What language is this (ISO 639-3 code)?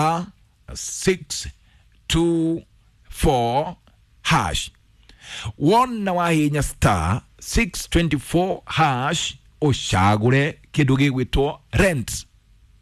kik